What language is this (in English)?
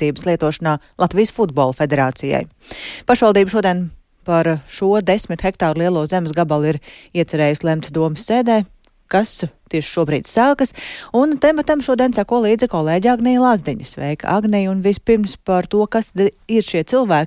Latvian